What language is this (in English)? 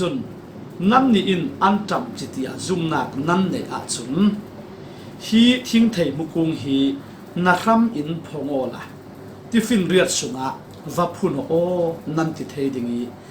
Falam Chin